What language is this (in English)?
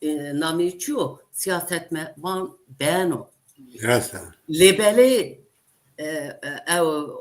Zaza